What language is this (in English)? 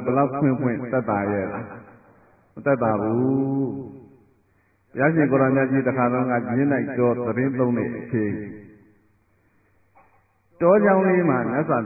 Burmese